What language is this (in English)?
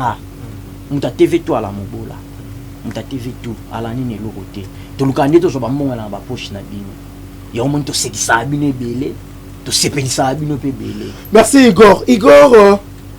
Lingala